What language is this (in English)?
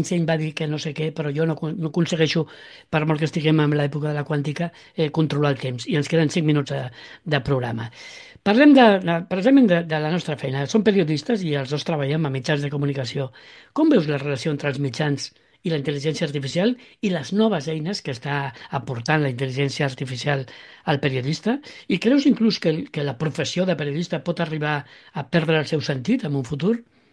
Catalan